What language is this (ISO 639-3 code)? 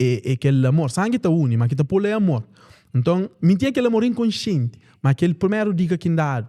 kea